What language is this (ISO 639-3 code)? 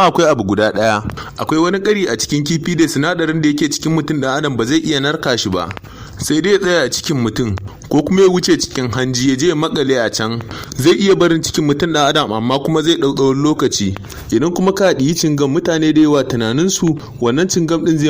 hau